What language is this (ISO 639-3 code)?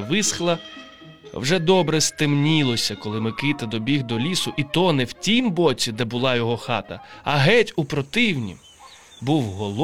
ukr